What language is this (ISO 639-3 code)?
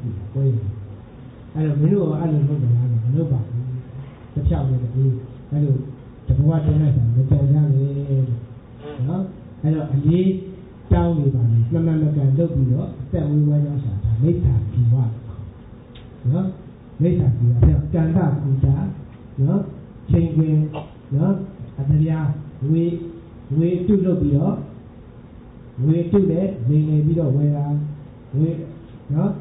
mya